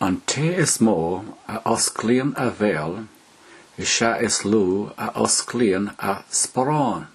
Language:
Irish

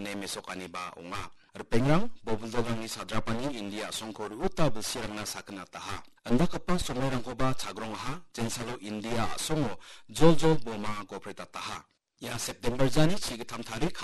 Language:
Garo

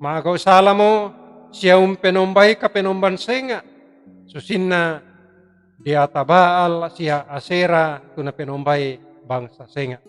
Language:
Toraja-Sa'dan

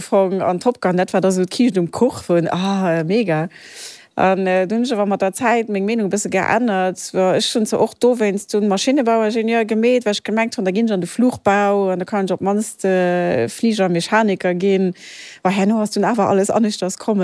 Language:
Luxembourgish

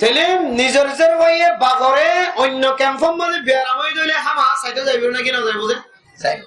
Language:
Rohingya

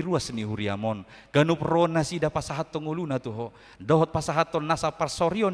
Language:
Batak Toba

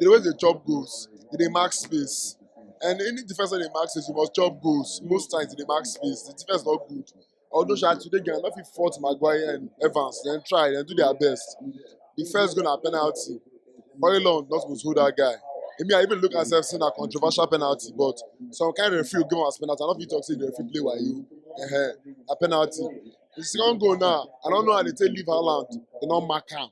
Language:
Nigerian Pidgin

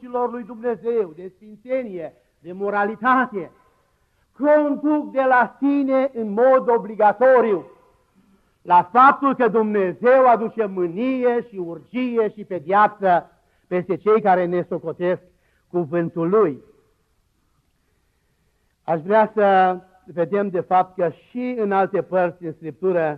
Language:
Romanian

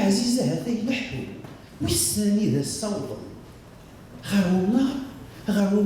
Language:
Kabyle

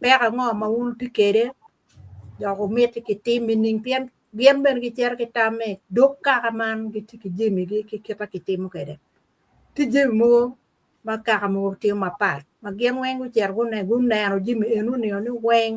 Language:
Acoli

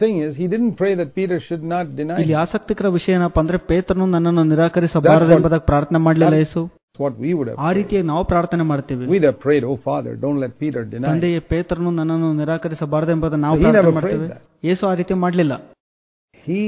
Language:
Kannada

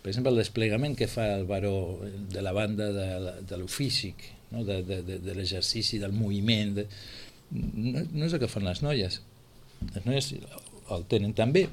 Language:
Catalan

